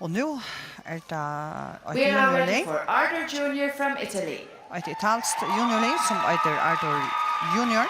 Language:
Faroese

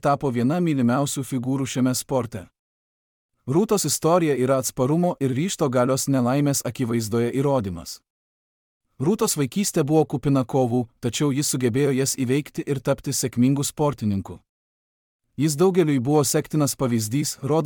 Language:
Lithuanian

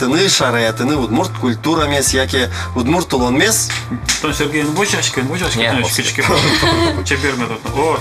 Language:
Udmurt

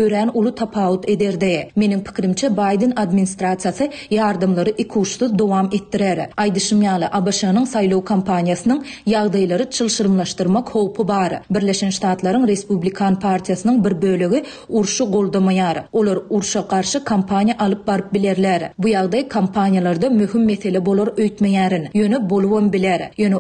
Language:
Turkmen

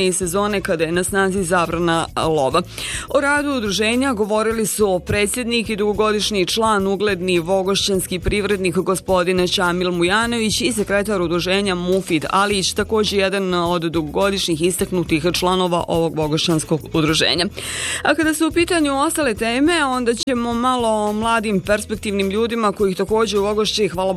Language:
Bosnian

